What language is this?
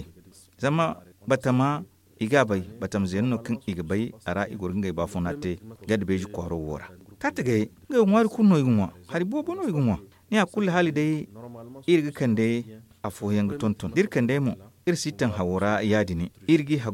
Zarma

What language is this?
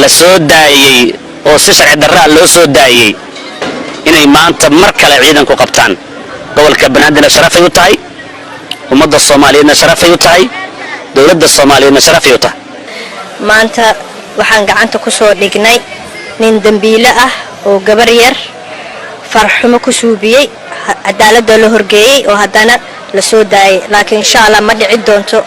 Somali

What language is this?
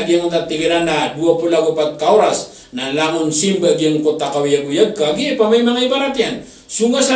Maranao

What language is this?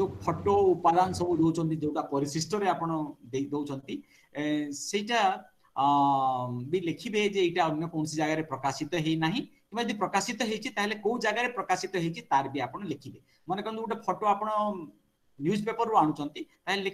Odia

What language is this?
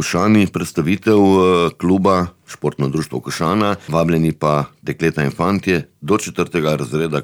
Slovenian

